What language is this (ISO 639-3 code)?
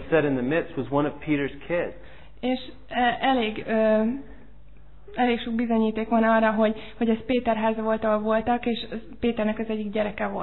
hun